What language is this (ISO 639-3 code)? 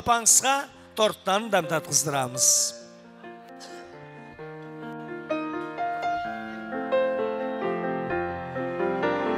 kaa